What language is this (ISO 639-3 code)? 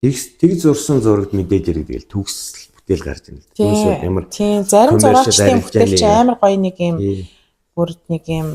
mon